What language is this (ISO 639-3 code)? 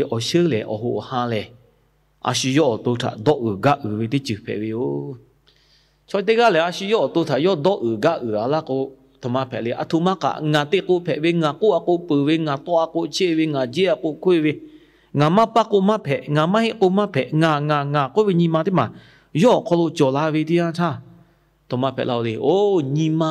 lhu